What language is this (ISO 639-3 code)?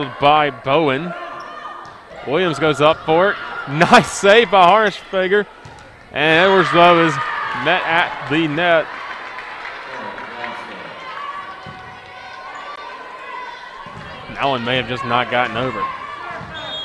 eng